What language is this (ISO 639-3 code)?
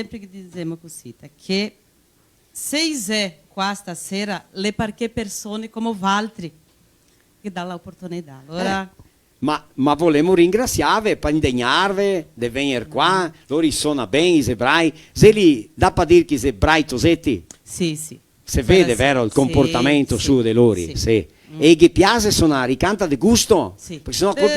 vec